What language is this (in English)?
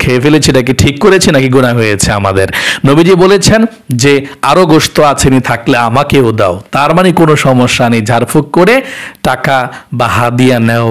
Bangla